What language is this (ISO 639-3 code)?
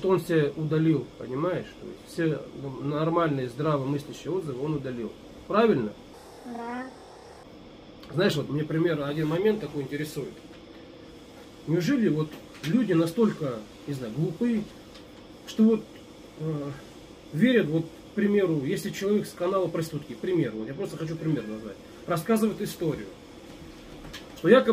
rus